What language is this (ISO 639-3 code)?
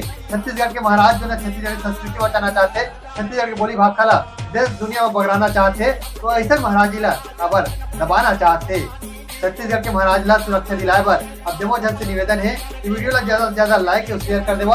hne